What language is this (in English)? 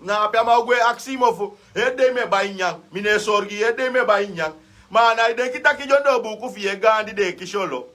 Sranan Tongo